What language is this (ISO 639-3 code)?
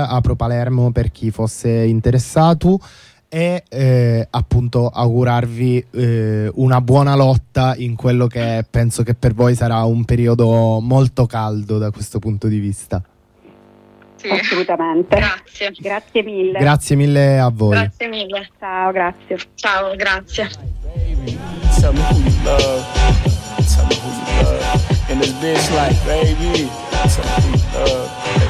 ita